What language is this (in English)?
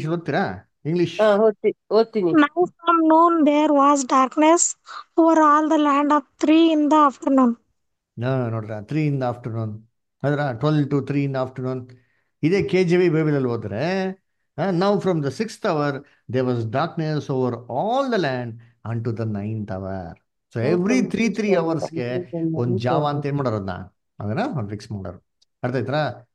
Kannada